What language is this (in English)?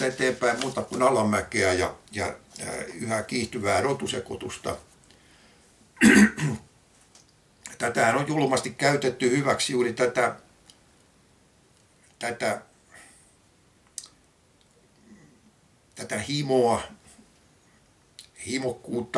Finnish